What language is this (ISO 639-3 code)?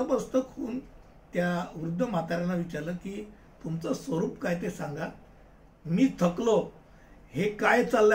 mar